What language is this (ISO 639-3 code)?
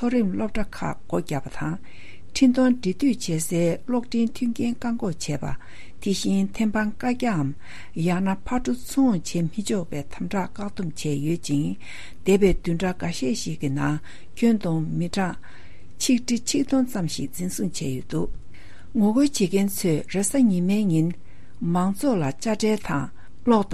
bod